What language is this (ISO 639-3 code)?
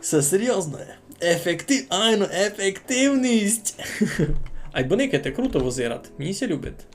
rue